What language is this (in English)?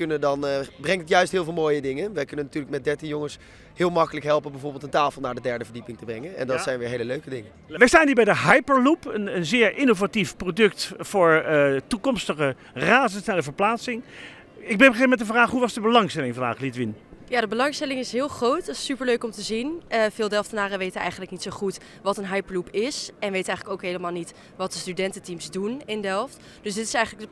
Dutch